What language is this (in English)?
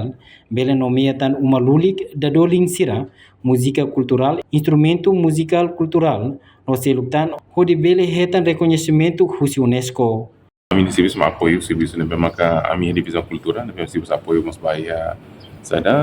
Tetum